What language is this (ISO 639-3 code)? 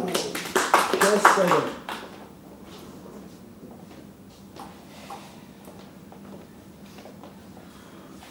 bul